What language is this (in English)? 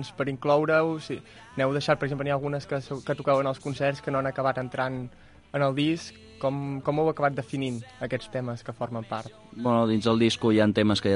Catalan